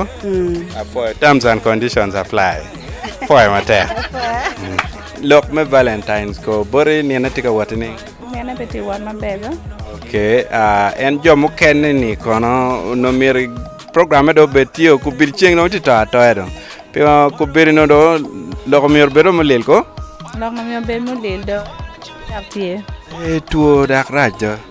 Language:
Acoli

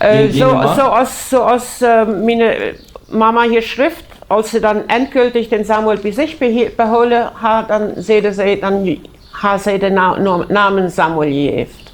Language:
Plautdietsch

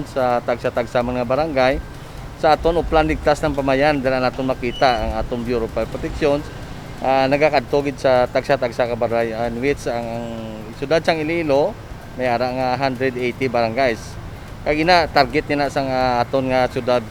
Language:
Hiligaynon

